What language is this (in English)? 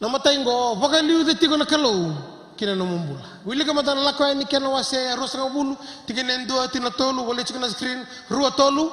Fijian